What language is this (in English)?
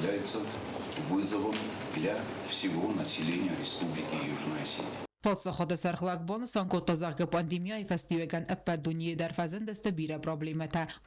Ossetic